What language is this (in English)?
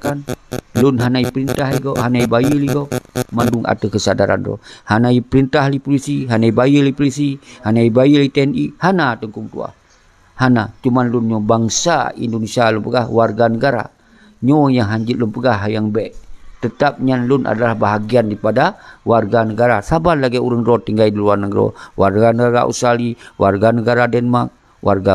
Achinese